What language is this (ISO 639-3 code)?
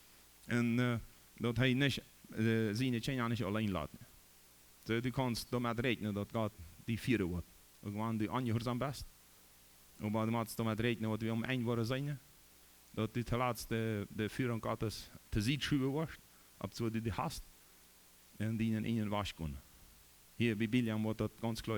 pdt